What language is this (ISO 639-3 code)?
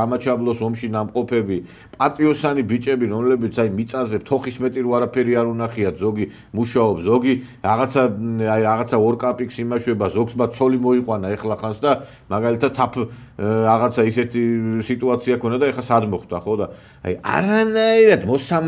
kat